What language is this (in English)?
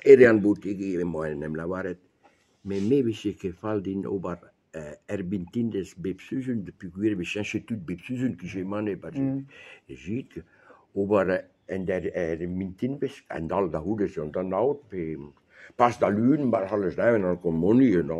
Breton